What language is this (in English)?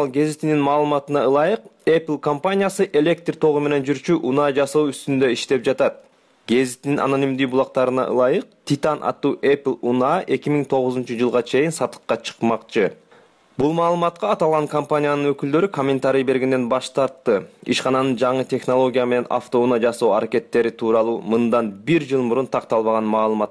Kyrgyz